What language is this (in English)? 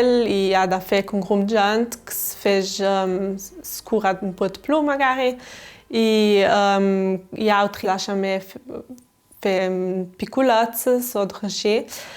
Ladin